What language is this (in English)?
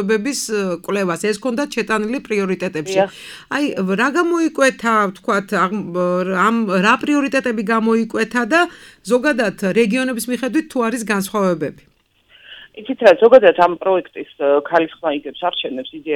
Georgian